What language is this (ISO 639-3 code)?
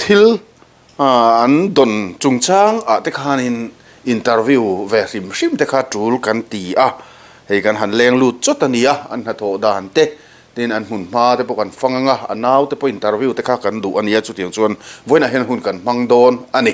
lus